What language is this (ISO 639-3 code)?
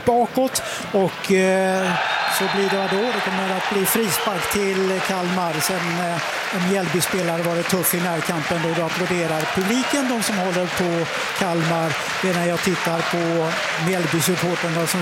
swe